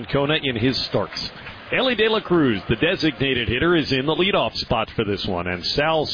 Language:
English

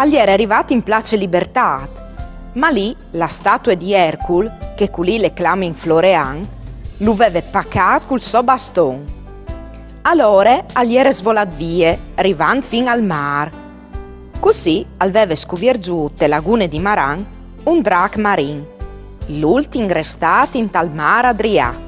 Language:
Friulian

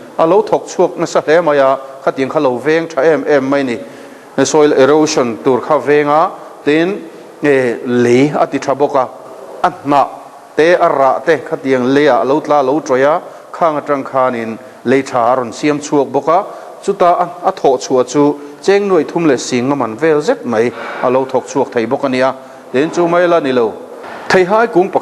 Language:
Mizo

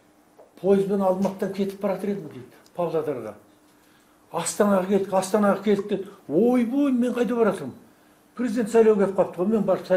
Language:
Kazakh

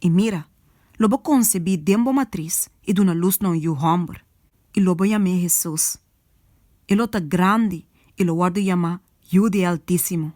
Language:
Papiamento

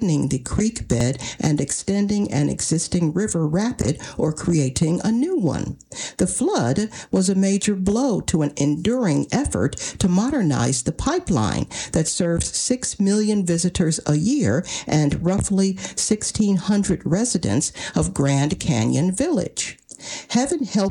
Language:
English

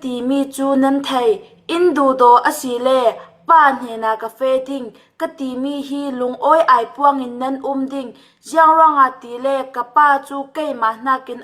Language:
Falam Chin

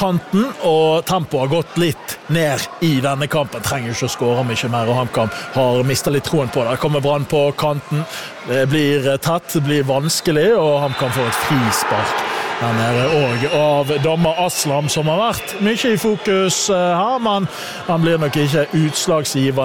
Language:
Norwegian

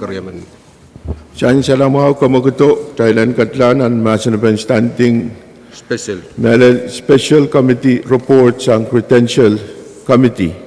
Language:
Pohnpeian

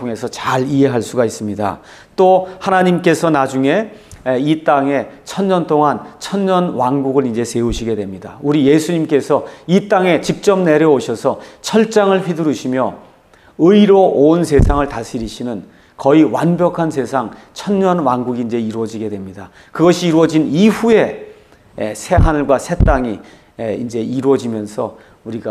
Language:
Korean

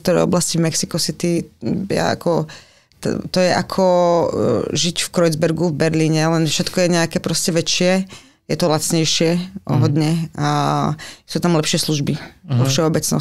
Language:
Slovak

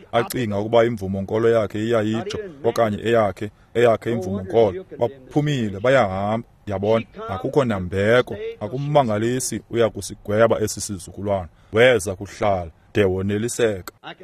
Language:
Xhosa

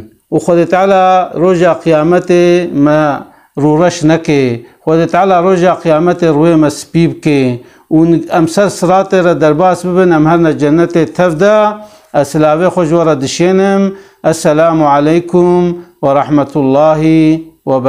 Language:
Kurdish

